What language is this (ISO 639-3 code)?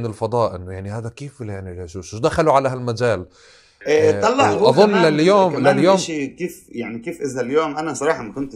apc